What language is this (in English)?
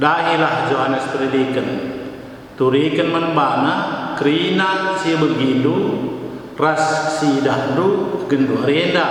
Batak Karo